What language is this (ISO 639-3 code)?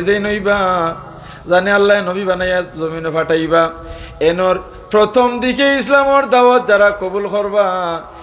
syl